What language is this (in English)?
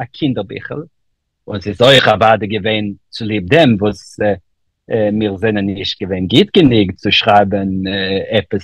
Yiddish